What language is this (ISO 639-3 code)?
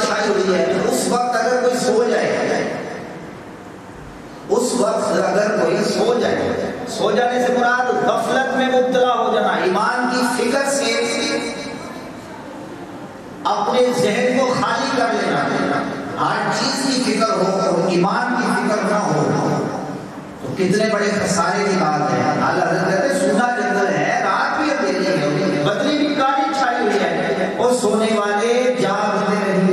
urd